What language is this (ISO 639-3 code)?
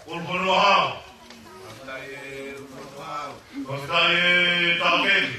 ton